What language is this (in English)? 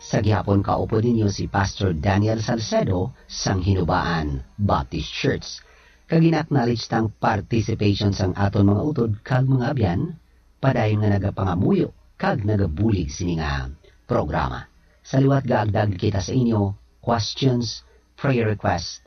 Hiligaynon